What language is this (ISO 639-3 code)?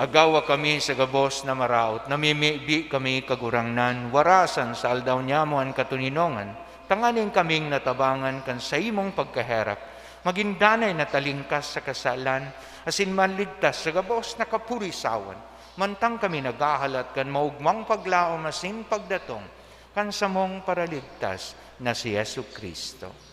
bik